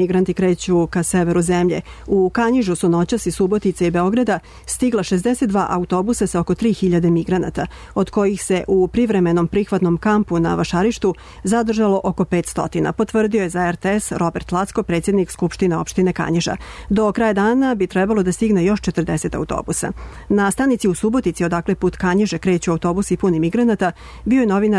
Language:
Serbian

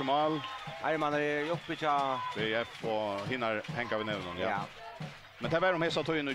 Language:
Faroese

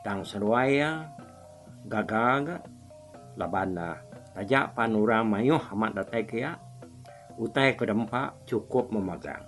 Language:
Iban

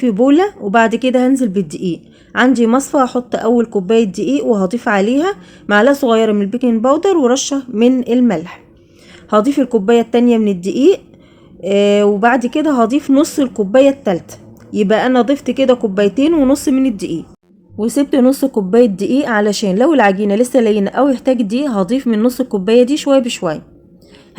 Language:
Egyptian Arabic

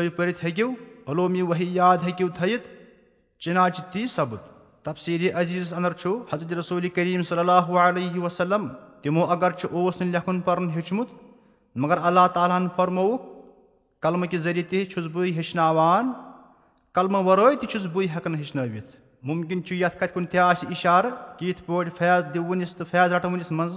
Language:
Kashmiri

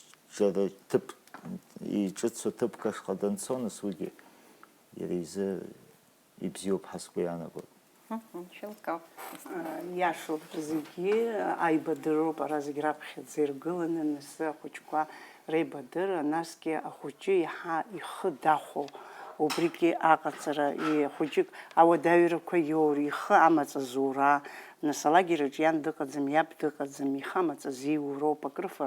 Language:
Abkhazian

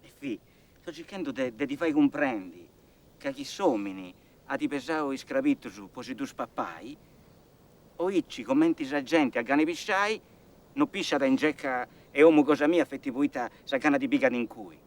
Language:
Sardinian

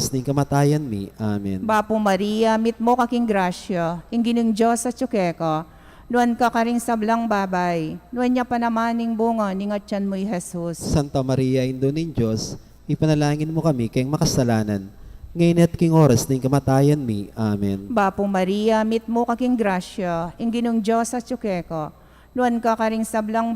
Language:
Pampanga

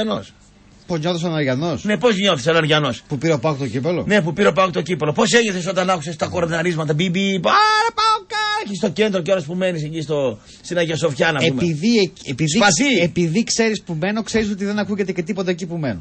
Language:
Greek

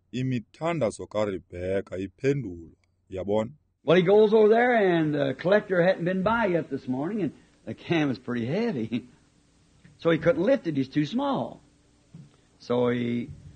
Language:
Xhosa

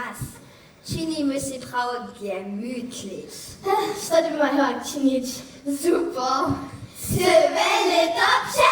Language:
Upper Sorbian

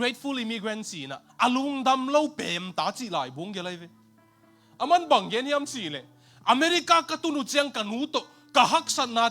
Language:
Tedim Chin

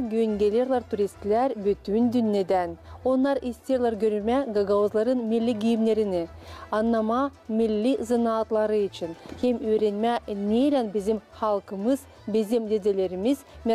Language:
Gagauz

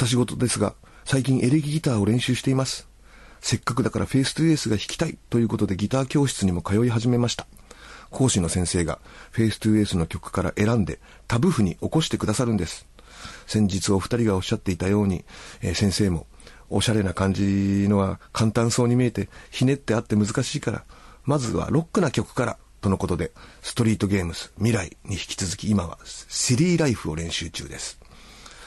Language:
Japanese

